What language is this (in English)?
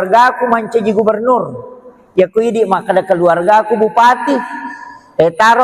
Buginese